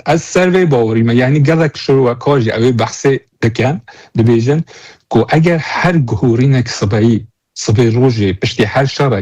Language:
Kurdish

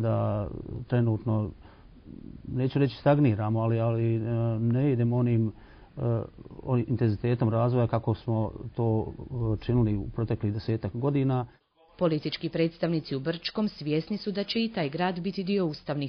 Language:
Bosnian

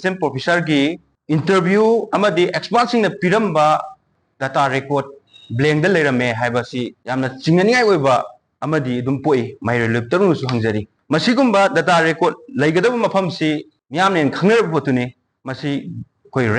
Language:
Manipuri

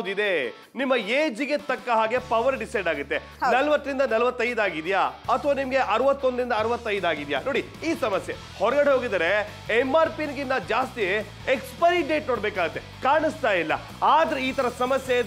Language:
Kannada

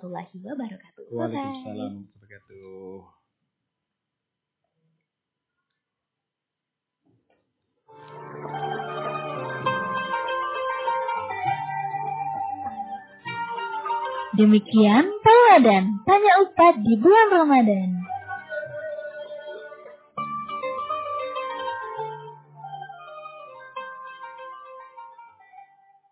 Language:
Indonesian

